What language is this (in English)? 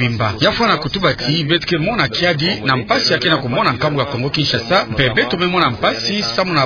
Kituba (Democratic Republic of Congo)